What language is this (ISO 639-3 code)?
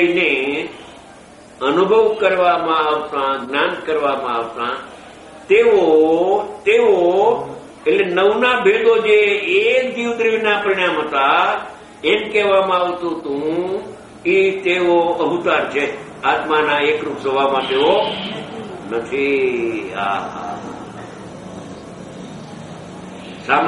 guj